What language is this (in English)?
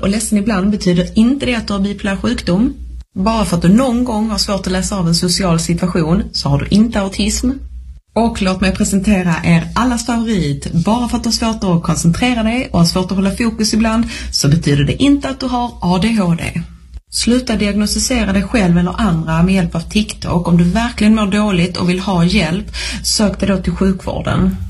Swedish